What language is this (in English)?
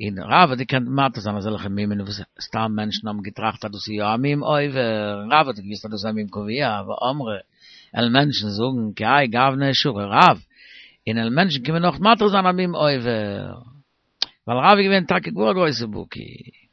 Yiddish